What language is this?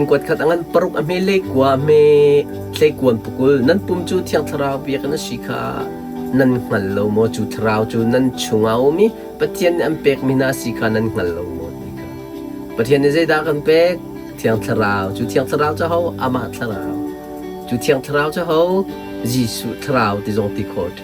Hakha Chin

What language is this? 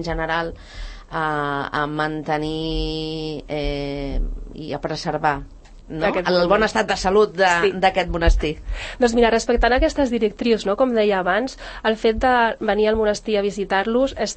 Catalan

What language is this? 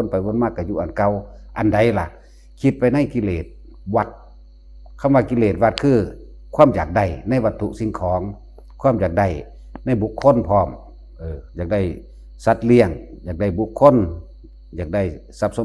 Northeastern Thai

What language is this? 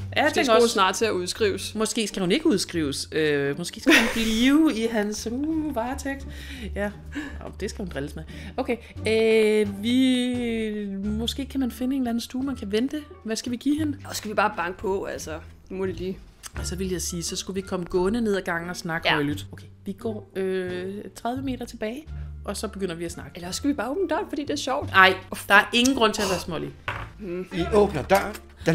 Danish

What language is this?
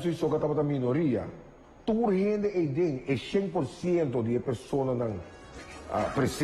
Papiamento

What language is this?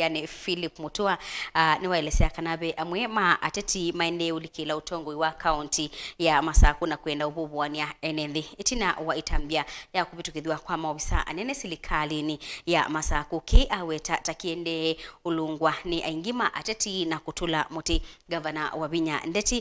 Kamba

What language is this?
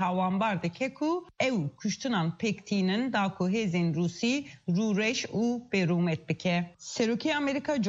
Kurdish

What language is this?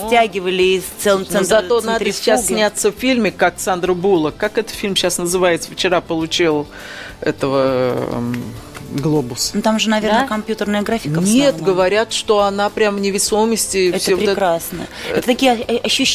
Russian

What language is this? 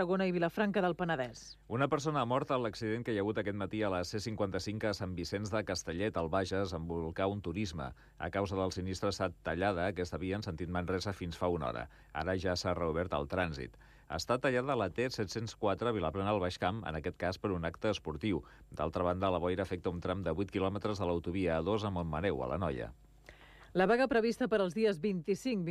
Catalan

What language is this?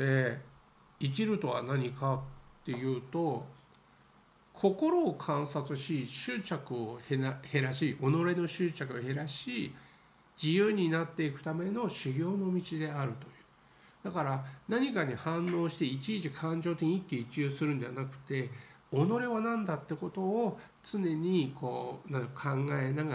Japanese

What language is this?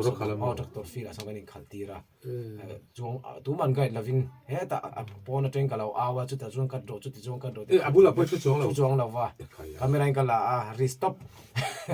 Mizo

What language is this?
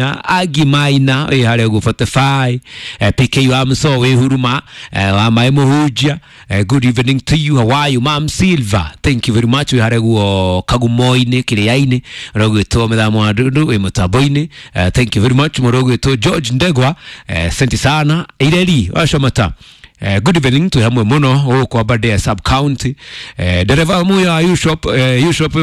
Kikuyu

